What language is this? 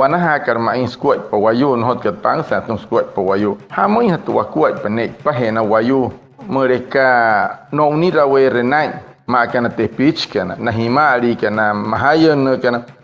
Wayuu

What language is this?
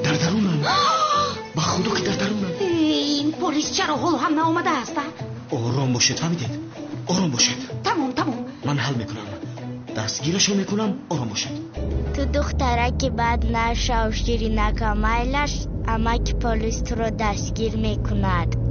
Tajik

